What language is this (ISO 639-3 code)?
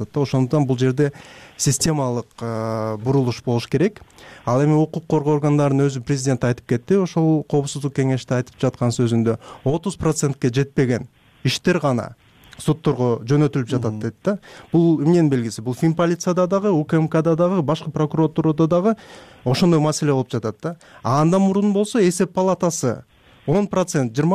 kir